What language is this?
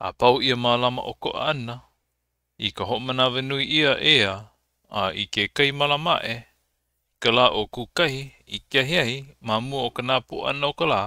Hawaiian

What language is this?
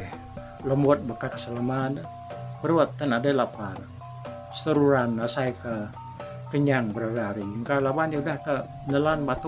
Iban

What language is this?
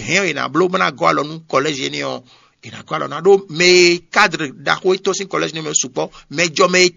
Fon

